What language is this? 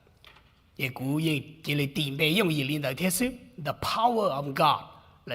Hmong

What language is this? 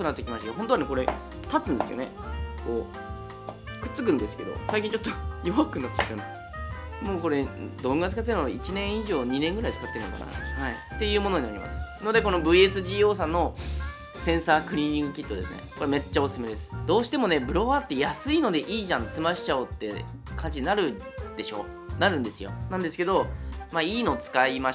Japanese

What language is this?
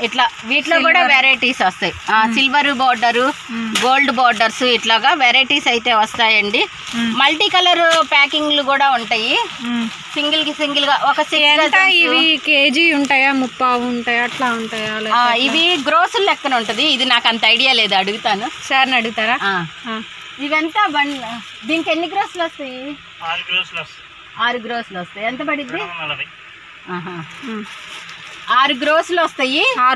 Telugu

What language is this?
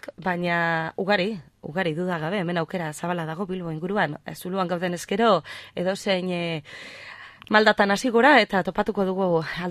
Basque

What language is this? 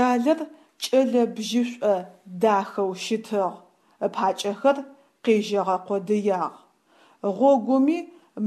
Adyghe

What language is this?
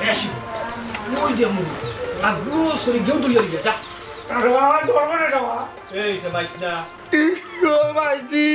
Sylheti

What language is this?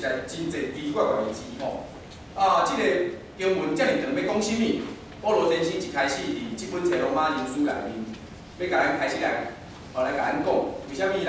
Min Nan Chinese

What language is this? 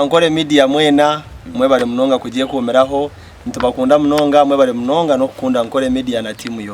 Nyankole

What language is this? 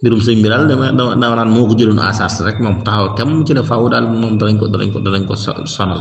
Wolof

